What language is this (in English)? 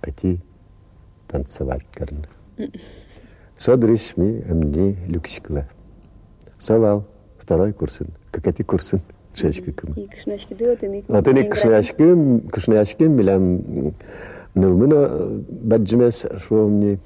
Udmurt